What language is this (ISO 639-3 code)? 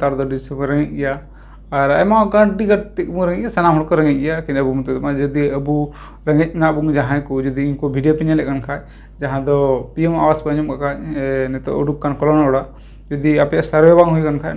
sat